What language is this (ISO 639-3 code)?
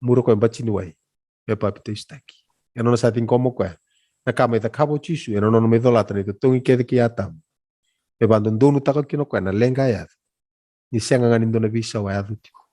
fij